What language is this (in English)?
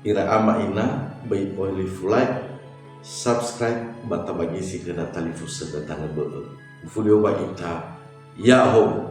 Nias